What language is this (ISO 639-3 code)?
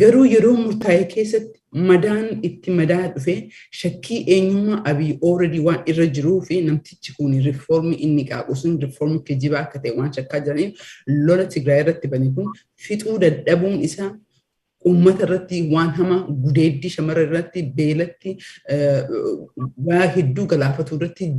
orm